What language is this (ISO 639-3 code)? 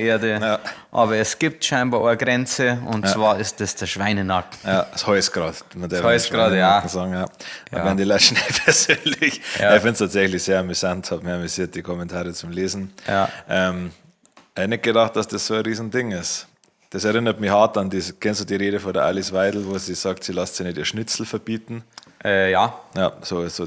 bar